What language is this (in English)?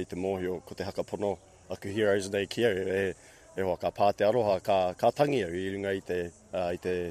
Māori